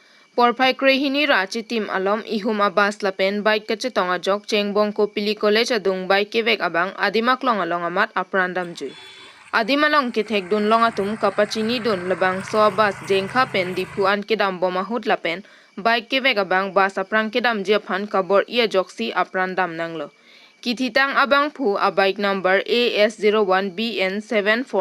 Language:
Karbi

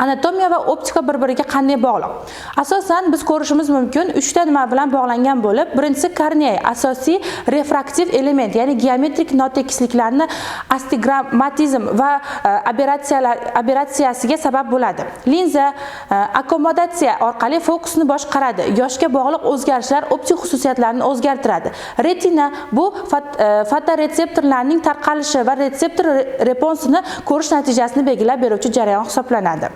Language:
Uzbek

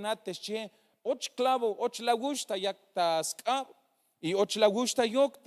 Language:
Tzeltal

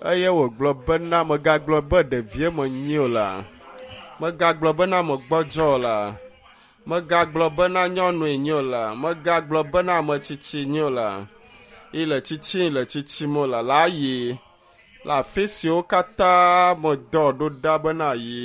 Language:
Ewe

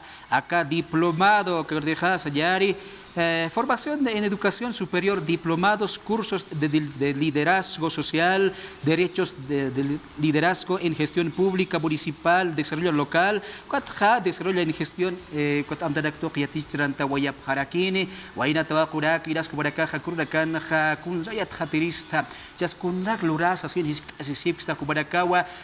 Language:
Aymara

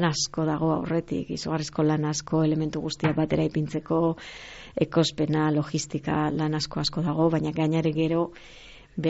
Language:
Basque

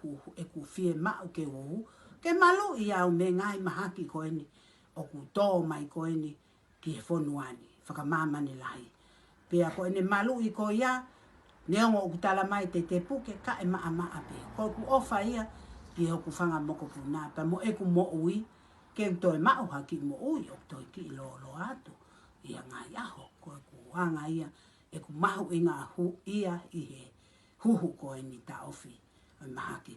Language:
Tongan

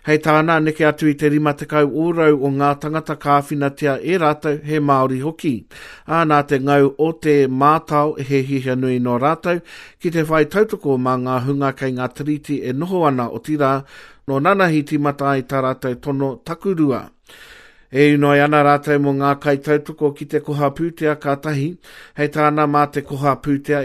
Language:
Māori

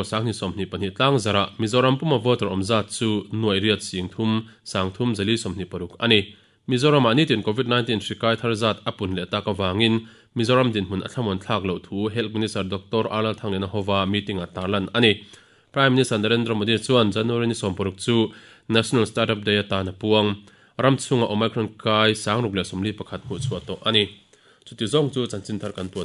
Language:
Mizo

